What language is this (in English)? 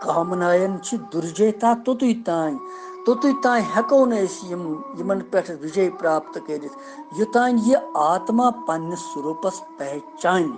Kashmiri